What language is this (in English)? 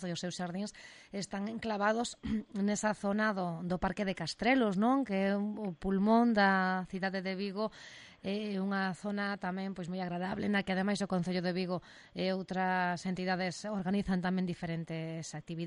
Galician